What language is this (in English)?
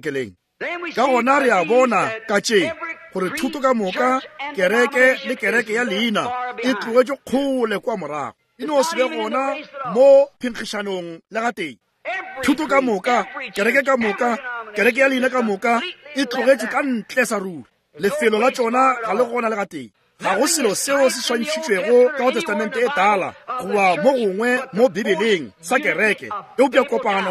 Northern Sotho